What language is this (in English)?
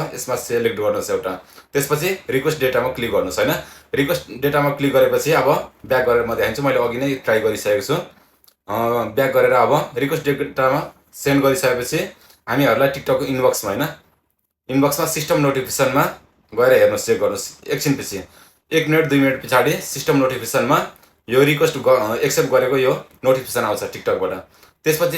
Nepali